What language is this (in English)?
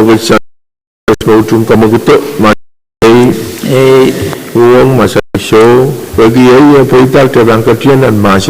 Pohnpeian